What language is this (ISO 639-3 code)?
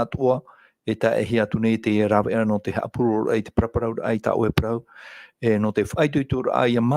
tah